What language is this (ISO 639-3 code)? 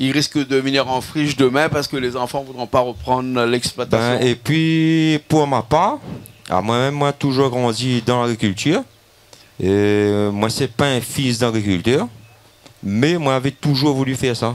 rcf